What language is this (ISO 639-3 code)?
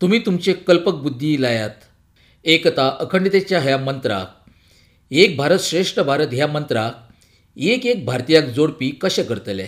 kok